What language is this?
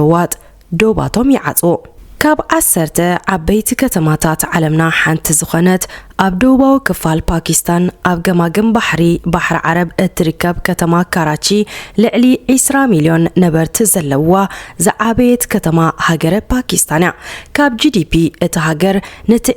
Tigrinya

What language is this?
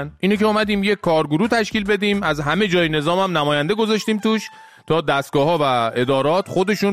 Persian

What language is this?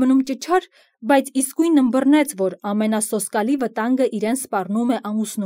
Armenian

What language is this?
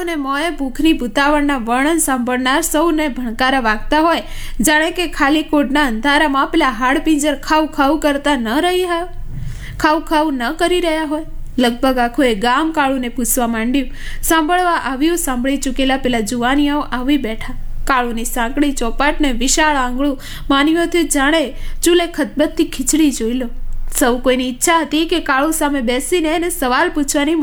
Gujarati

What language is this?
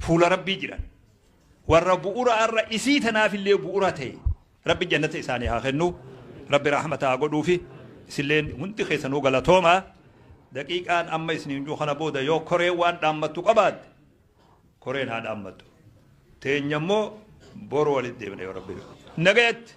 Oromo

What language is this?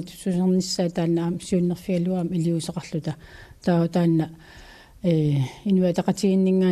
Kalaallisut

